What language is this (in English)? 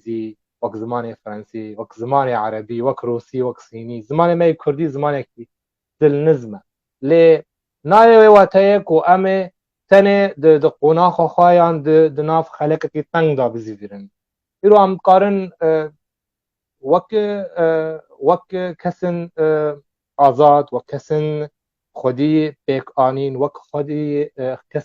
Kurdish